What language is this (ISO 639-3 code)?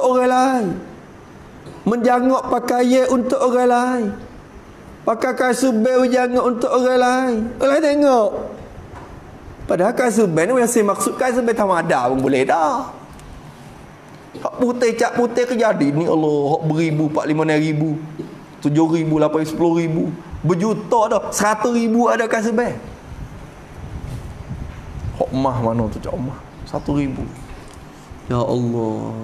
msa